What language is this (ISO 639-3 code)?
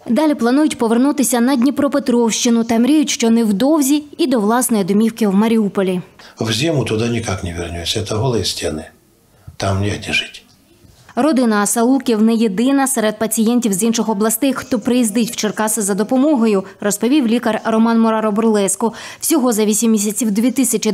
ukr